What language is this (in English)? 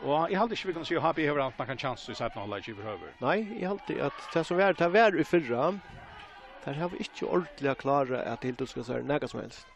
Faroese